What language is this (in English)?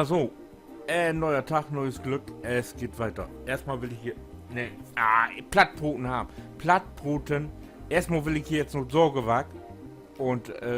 Low German